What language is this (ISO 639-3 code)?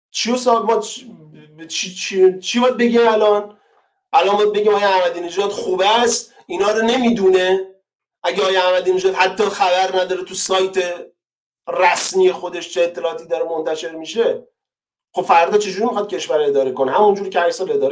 fas